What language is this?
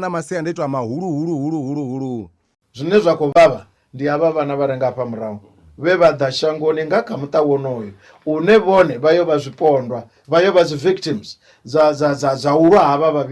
Venda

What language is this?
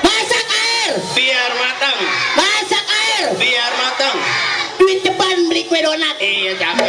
Betawi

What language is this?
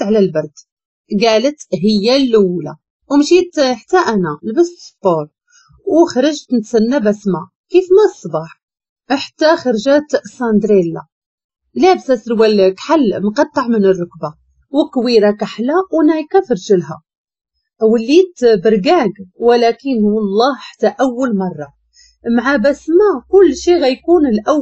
Moroccan Arabic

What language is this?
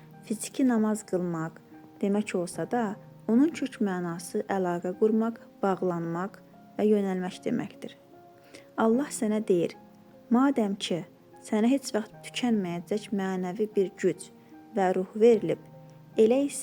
Azerbaijani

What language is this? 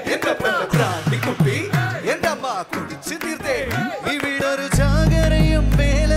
Malayalam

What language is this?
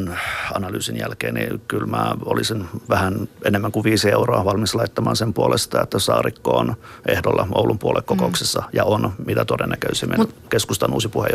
Finnish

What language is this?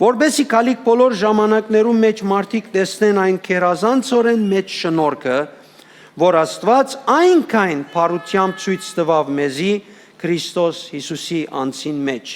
Western Armenian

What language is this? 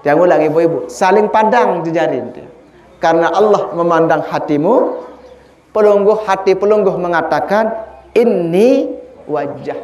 Sasak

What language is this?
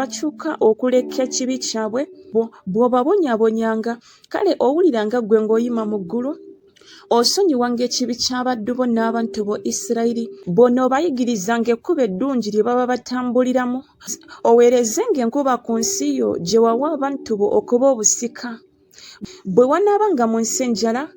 Ganda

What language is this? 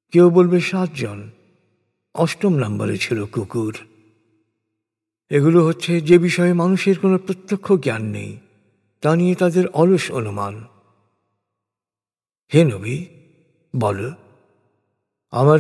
Bangla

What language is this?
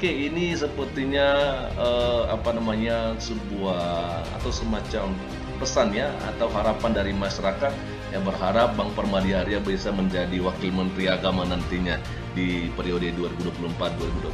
Indonesian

